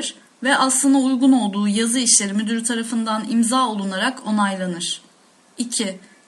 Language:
Turkish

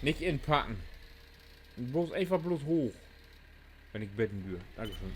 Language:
Low German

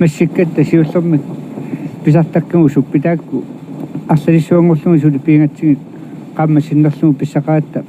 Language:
Kalaallisut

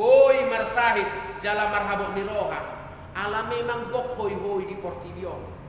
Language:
Batak Toba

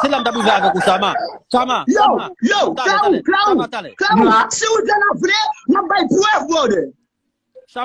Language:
Haitian Creole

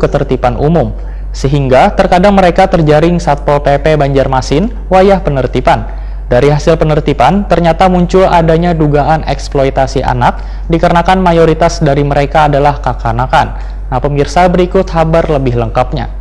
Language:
Banjar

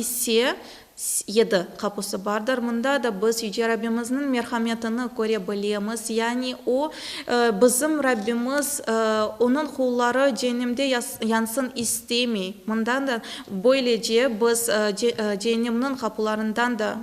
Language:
Crimean Tatar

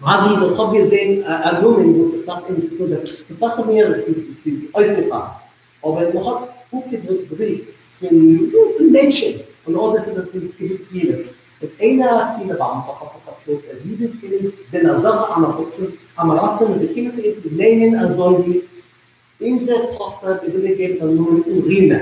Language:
Yiddish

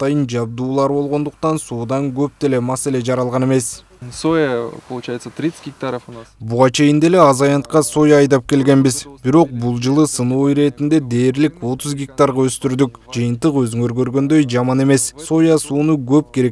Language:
Kyrgyz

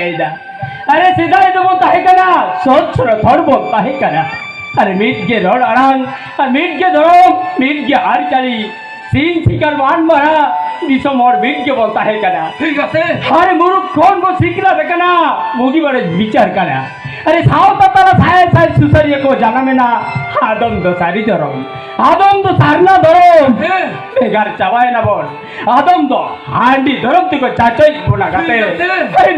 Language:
Santali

